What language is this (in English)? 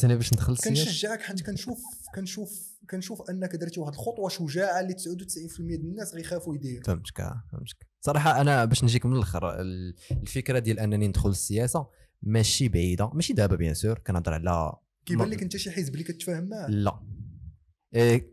Moroccan Arabic